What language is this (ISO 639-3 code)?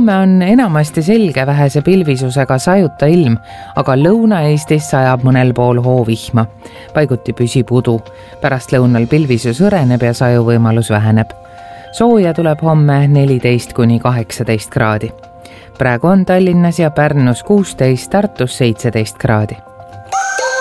est